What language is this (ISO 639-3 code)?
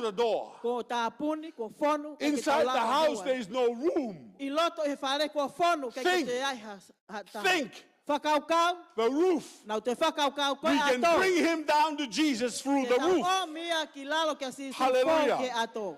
ton